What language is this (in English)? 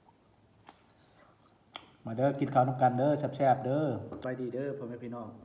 Lao